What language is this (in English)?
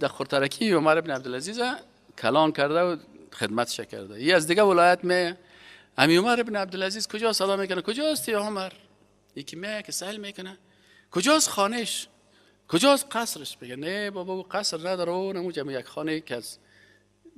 Persian